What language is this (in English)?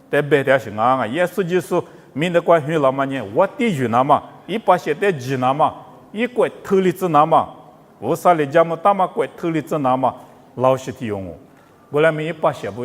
Lisu